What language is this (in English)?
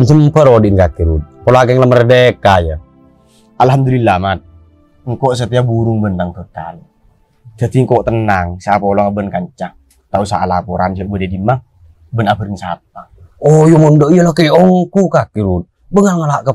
Madurese